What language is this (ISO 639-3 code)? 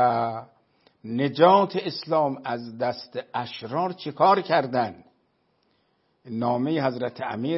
fas